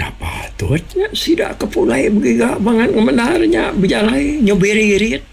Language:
Iban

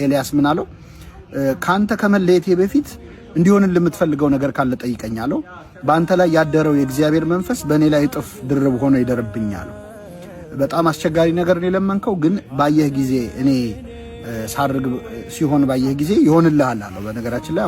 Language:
Amharic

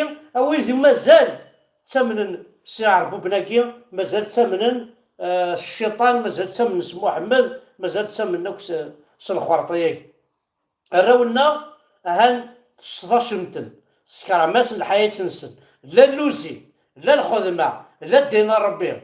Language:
Kabyle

